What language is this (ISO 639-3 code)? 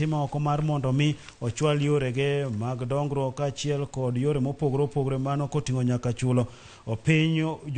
luo